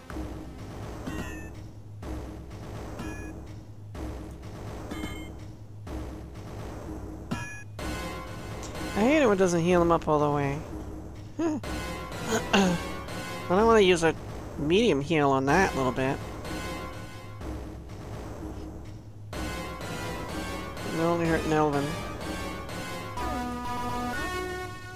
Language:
English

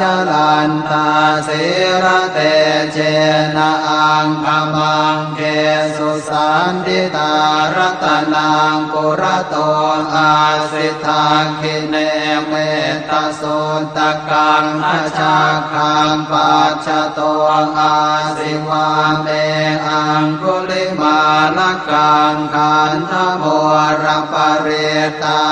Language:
Pali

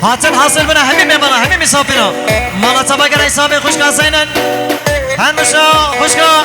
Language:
Kurdish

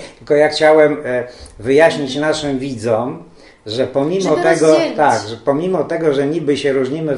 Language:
Polish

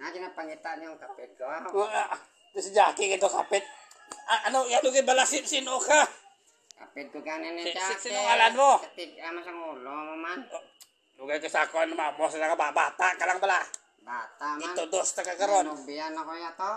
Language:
Hiligaynon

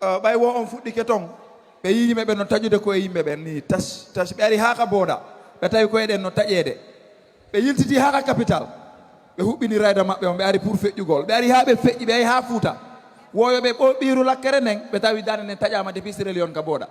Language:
Fula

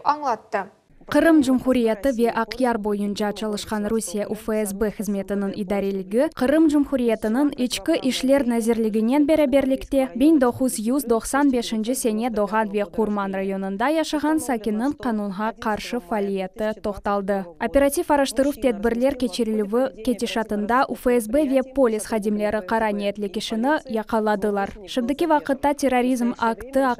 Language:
Crimean Tatar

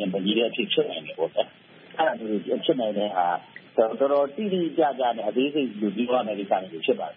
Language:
Burmese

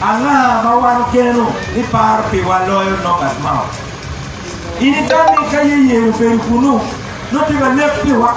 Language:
Acoli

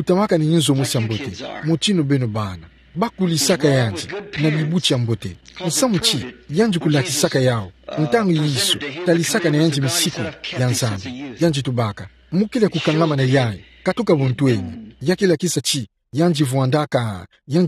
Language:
Kituba (Democratic Republic of Congo)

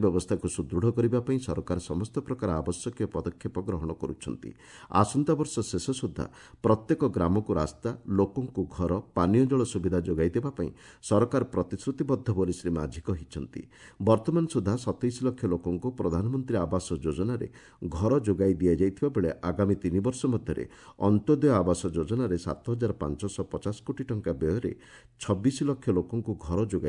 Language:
Odia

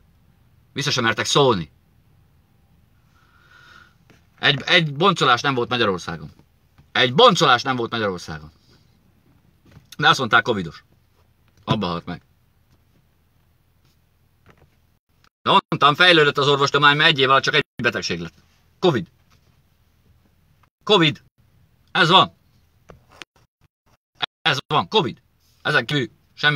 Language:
Hungarian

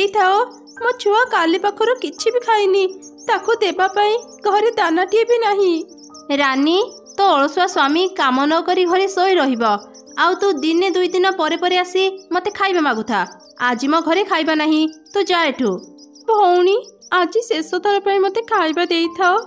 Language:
Odia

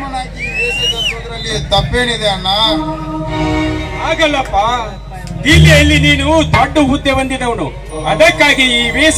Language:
Kannada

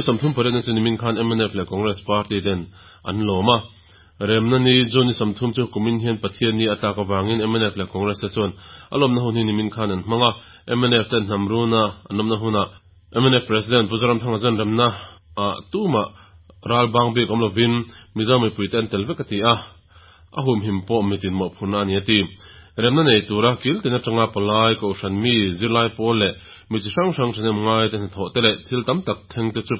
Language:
Mizo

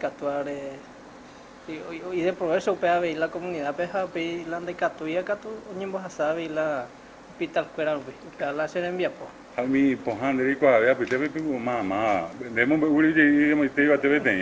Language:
Guarani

